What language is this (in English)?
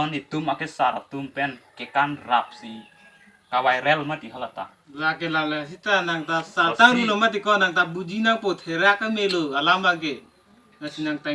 Karbi